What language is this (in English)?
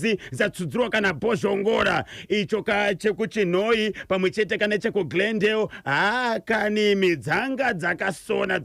Shona